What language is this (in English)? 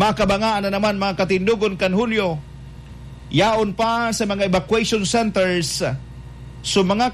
Bikol